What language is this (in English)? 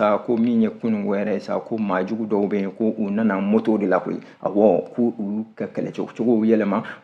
Bambara